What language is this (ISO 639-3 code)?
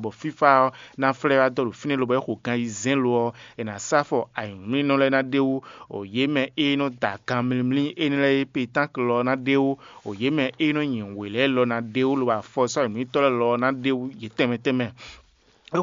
fon